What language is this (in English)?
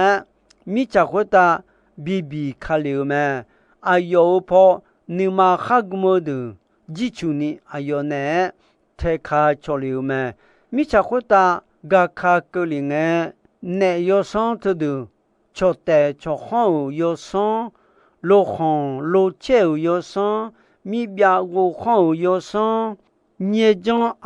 Akha